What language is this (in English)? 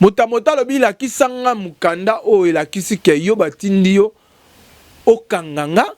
Lingala